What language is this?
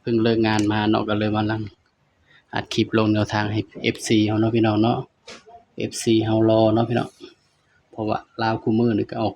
Northeastern Thai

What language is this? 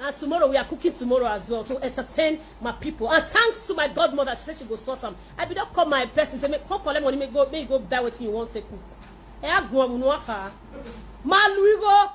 Nigerian Pidgin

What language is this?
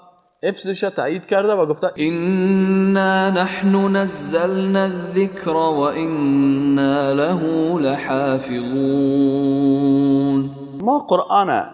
Persian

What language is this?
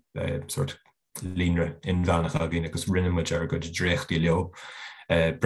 Irish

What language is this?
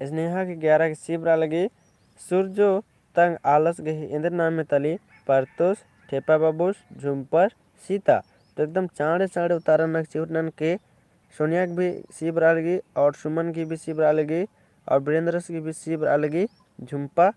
Kurukh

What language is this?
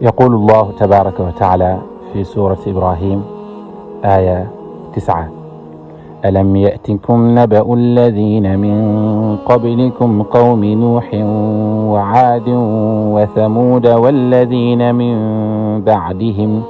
Wolof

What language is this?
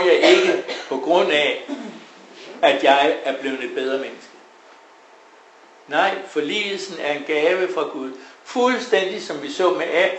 Danish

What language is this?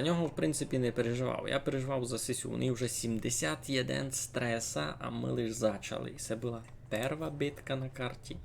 Rusyn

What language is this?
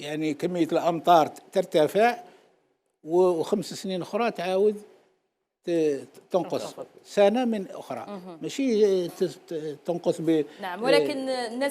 Algerian Arabic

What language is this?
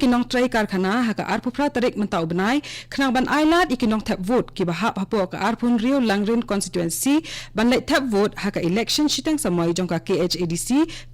Khasi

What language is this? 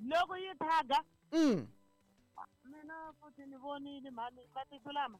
Tsonga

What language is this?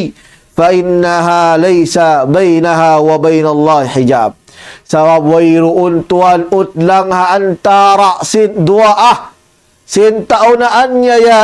Tausug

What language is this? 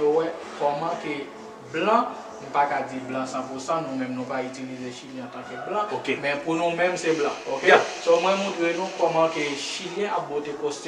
Haitian Creole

